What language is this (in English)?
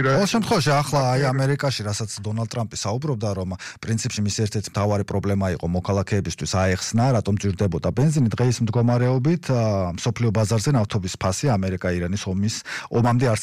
Georgian